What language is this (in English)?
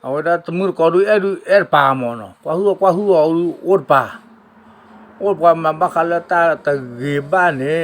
S'gaw Karen